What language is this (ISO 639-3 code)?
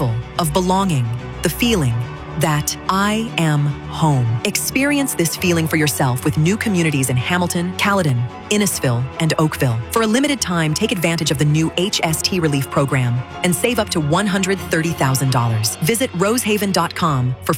eng